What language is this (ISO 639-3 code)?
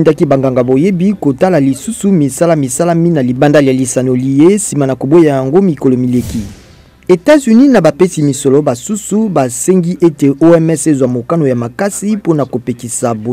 lin